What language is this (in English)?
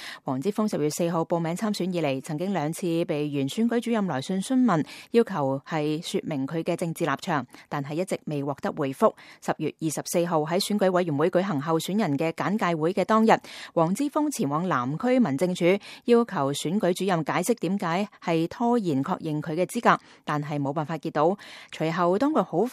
Cantonese